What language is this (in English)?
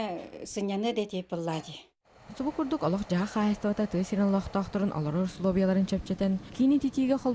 Yakut